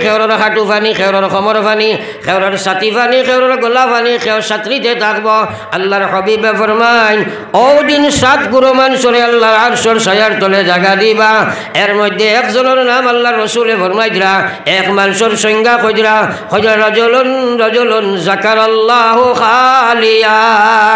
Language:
Sylheti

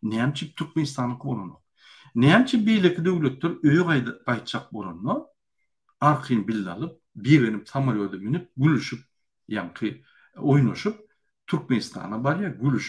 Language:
Turkmen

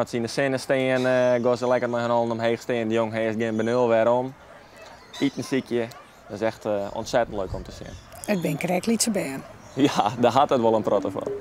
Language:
Western Frisian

